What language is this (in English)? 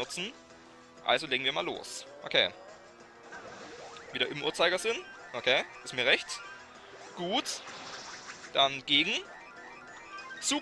German